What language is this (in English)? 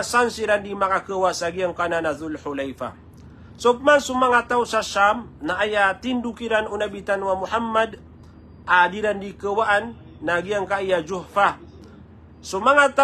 Maranao